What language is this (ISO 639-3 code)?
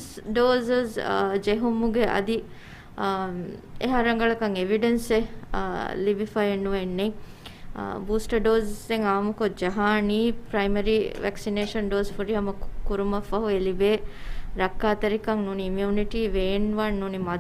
div